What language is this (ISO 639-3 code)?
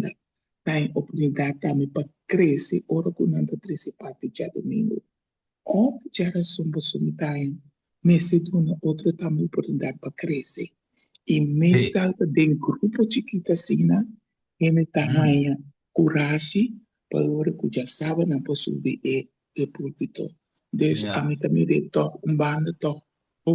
pap